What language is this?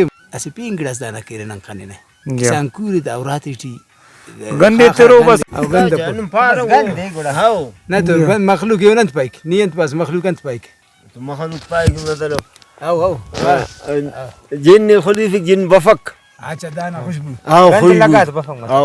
Brahui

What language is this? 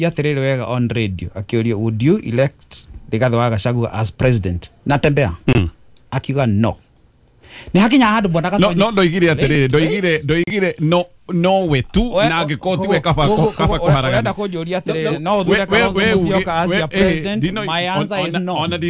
Kikuyu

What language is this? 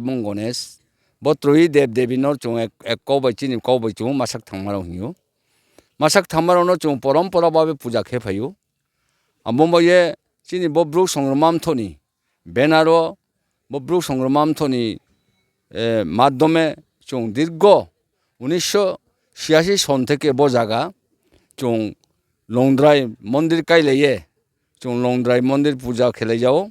Riang (India)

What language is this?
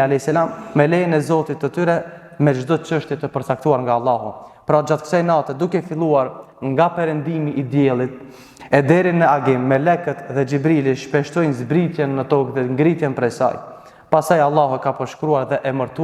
Albanian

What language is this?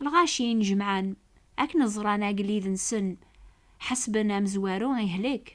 Kabyle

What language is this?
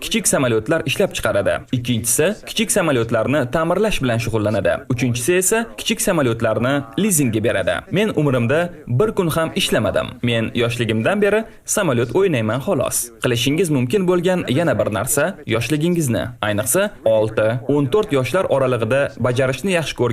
Uzbek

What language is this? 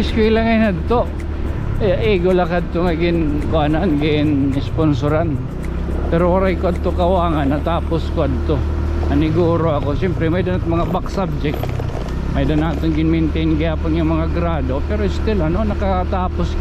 Waray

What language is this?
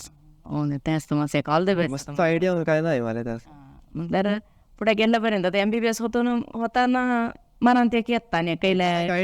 Konkani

